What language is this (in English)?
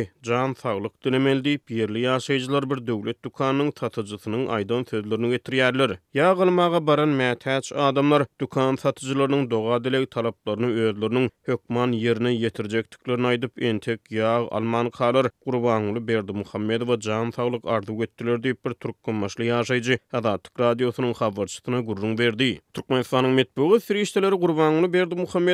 Turkmen